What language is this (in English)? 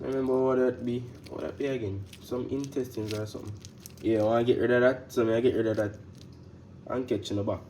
Jamaican Creole English